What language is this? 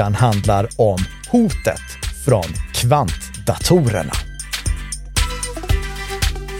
Swedish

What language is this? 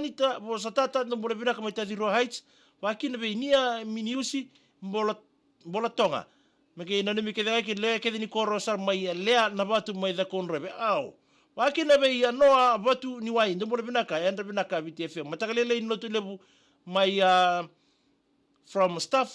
Fijian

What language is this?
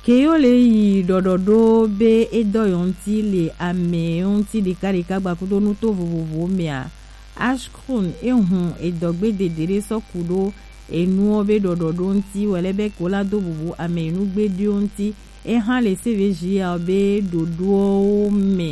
Gen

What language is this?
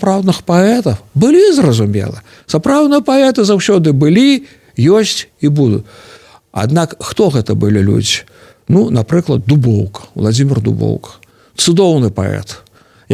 Belarusian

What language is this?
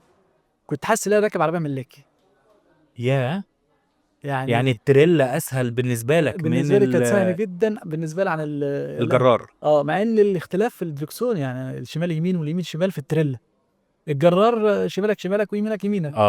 Egyptian Arabic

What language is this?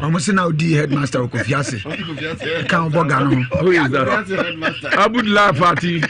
Akan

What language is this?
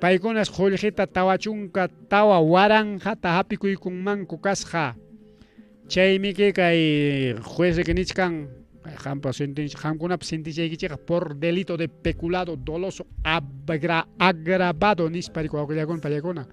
Ayacucho Quechua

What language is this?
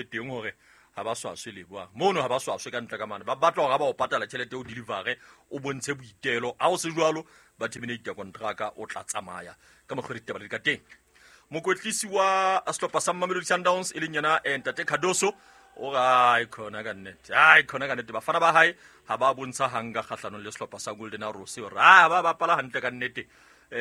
Southern Sotho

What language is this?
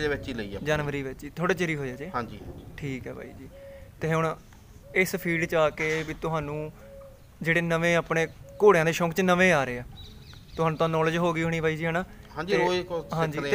Punjabi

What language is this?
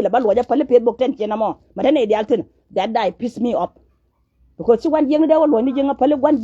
Nuer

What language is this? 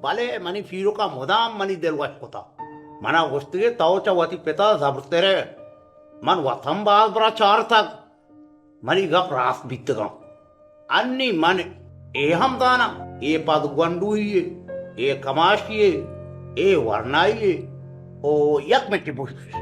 Baluchi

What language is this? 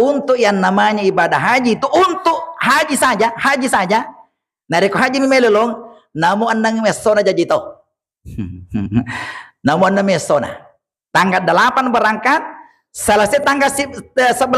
Buginese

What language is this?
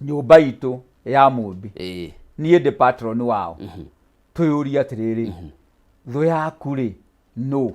Kikuyu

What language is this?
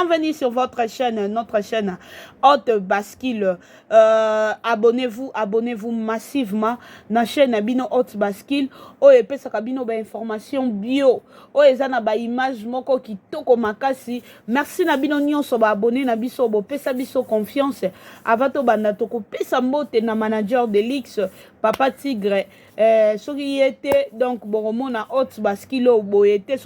Lingala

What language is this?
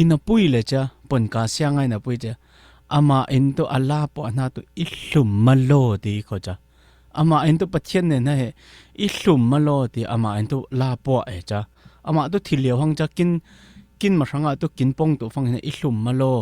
Falam Chin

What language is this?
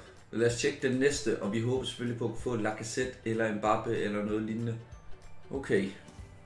Danish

